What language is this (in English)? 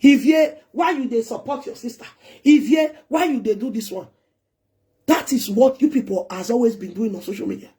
Nigerian Pidgin